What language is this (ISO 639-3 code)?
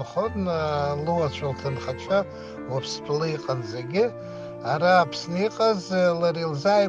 abk